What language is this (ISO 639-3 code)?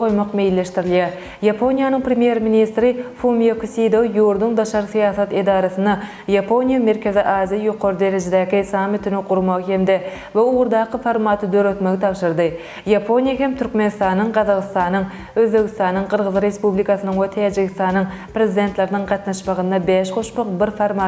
tuk